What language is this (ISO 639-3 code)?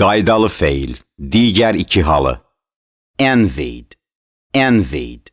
aze